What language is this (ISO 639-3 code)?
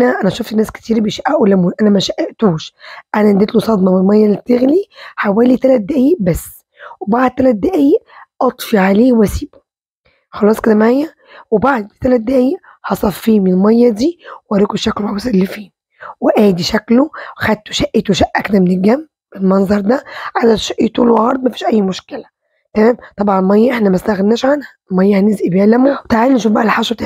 arz